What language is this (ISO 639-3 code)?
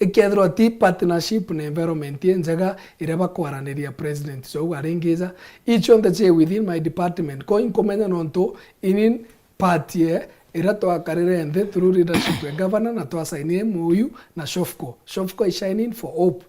mer